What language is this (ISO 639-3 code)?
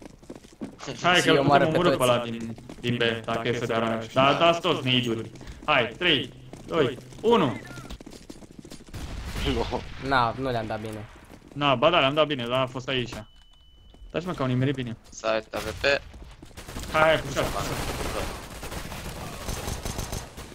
ron